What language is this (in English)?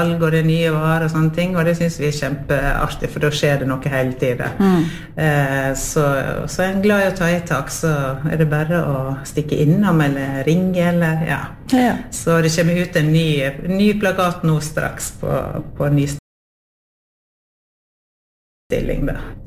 Norwegian